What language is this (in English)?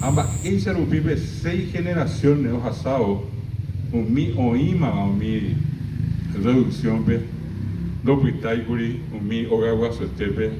Guarani